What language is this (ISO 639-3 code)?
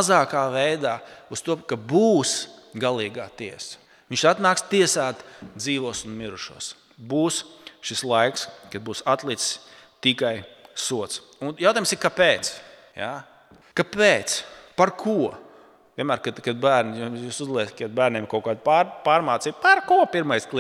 lav